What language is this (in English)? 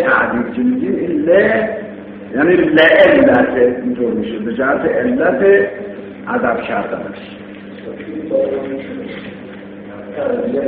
Persian